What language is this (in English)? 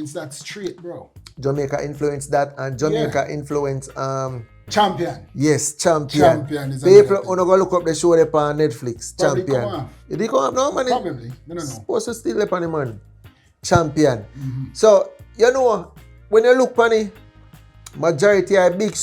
Jamaican Creole English